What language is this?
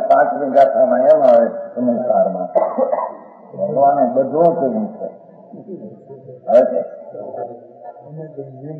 Gujarati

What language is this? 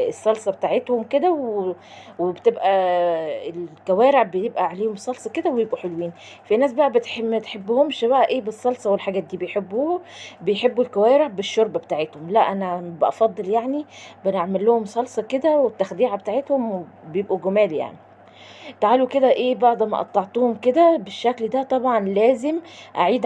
Egyptian Arabic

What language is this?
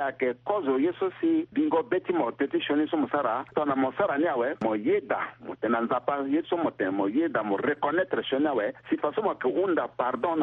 Sango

